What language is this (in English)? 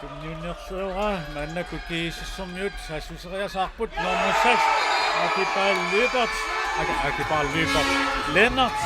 Kalaallisut